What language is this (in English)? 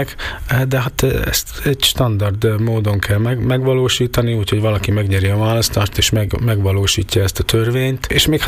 Hungarian